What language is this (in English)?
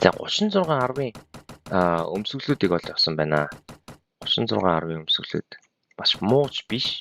Mongolian